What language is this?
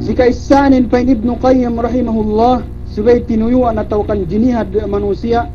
Yakan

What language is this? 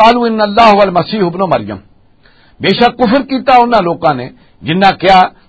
Western Panjabi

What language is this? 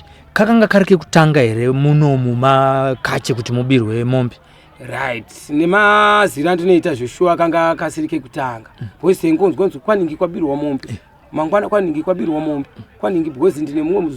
Shona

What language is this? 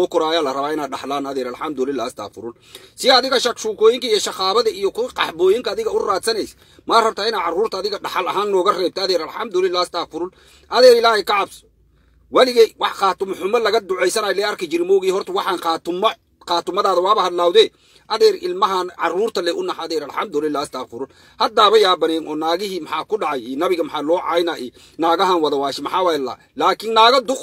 Somali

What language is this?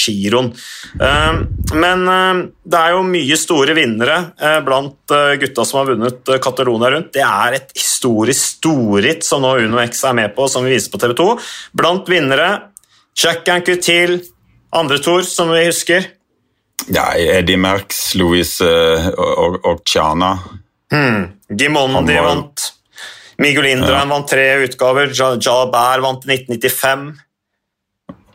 Norwegian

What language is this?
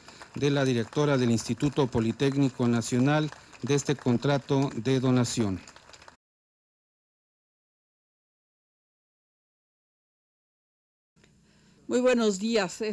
Spanish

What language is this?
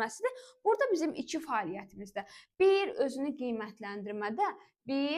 Azerbaijani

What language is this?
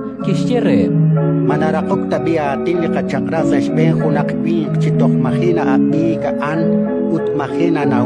Kekchí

